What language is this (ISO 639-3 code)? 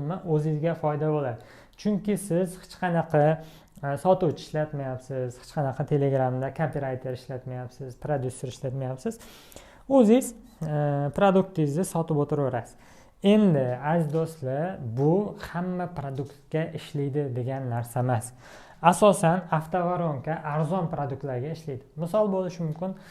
uzb